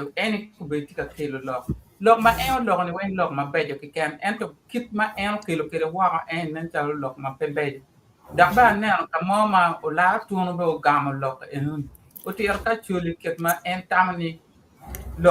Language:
Acoli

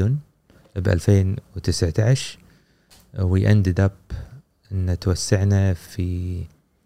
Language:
Gulf Arabic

